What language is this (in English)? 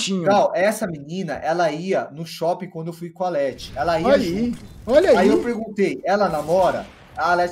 Portuguese